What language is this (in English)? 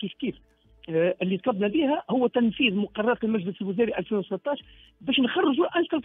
Tunisian Arabic